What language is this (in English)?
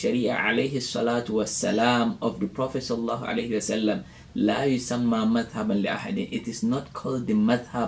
English